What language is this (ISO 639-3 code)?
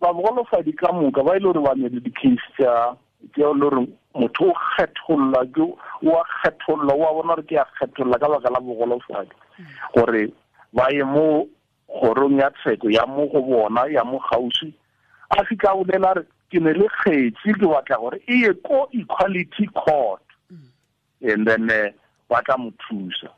tsn